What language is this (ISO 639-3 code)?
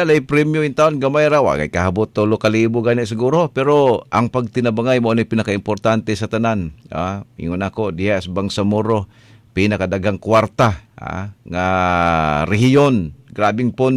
ceb